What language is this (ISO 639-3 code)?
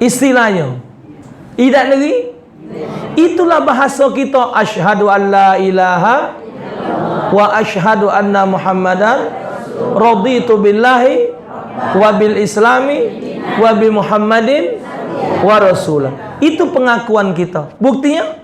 mui